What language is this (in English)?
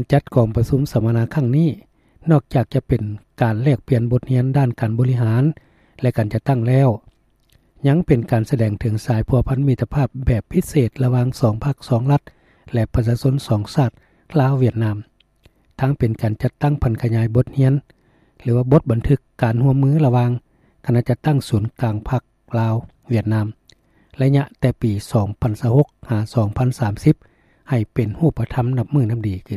Lao